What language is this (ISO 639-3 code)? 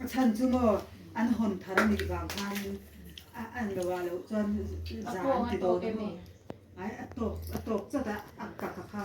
lus